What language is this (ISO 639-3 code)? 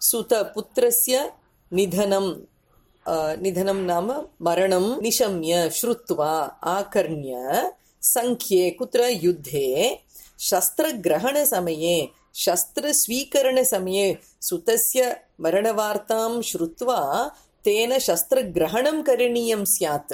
san